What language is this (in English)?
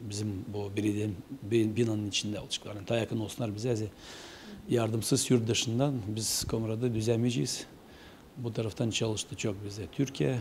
Gagauz